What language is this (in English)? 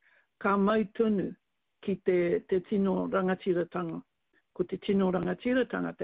Māori